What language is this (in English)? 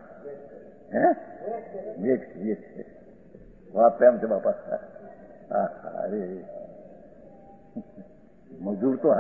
Gujarati